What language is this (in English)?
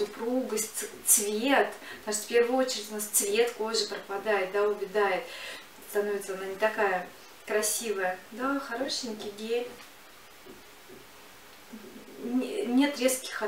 Russian